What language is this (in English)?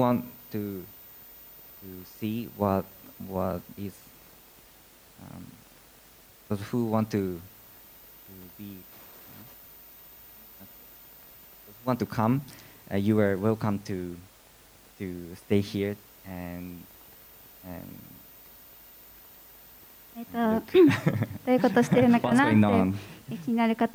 Japanese